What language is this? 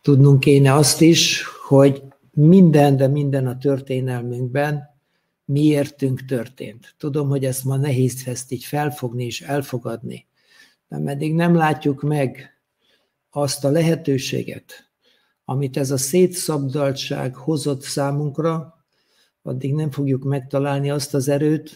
Hungarian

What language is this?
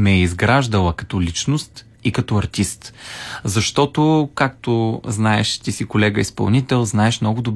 Bulgarian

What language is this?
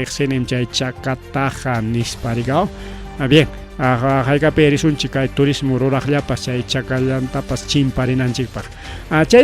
Ayacucho Quechua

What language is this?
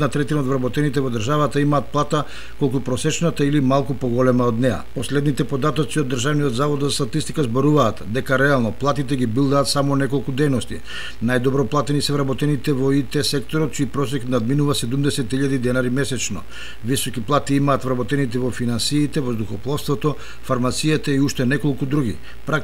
Macedonian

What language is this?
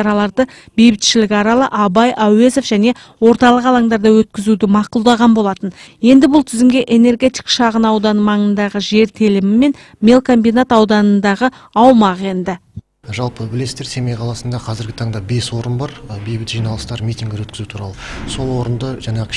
Kazakh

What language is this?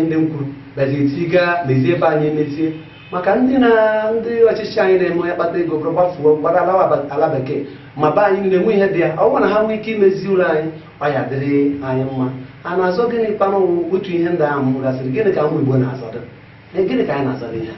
Igbo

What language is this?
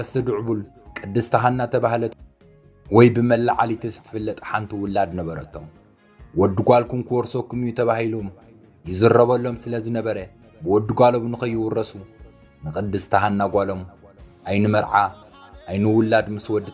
Tigrinya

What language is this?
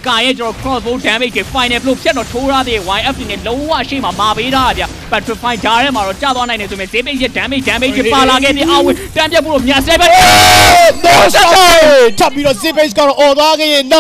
Burmese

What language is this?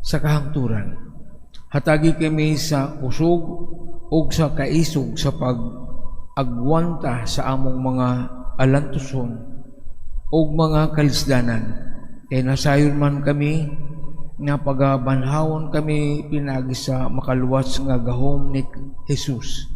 Cebuano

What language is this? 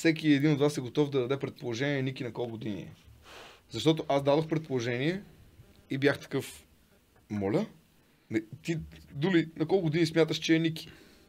Bulgarian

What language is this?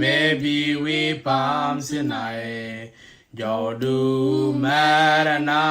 Nuer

